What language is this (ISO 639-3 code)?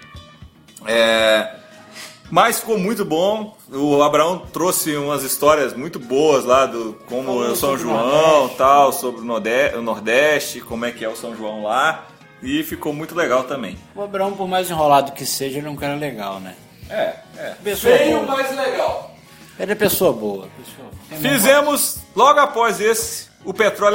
por